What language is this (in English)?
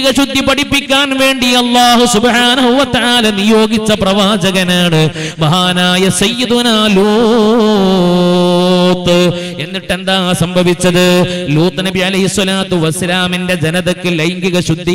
Malayalam